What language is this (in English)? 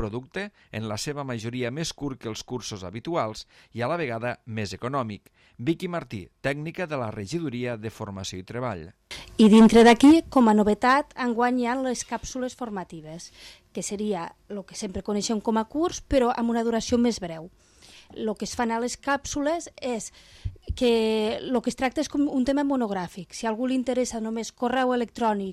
Catalan